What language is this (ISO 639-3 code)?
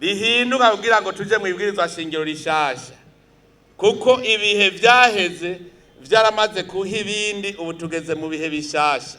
run